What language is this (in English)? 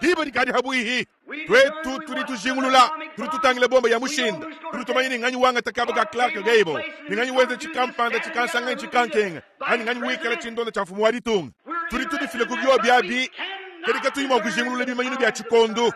Luba-Lulua